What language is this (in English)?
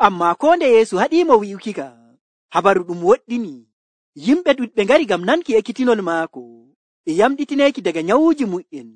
Nigerian Fulfulde